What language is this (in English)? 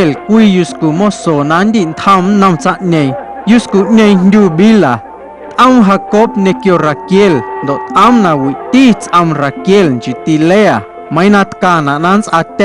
Guerrero Amuzgo